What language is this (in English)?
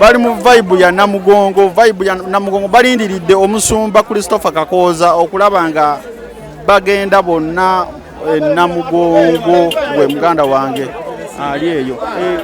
Ganda